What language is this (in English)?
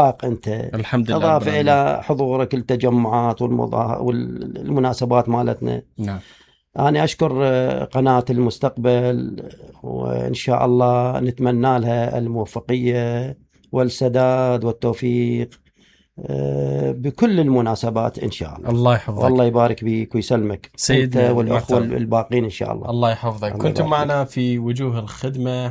Mesopotamian Arabic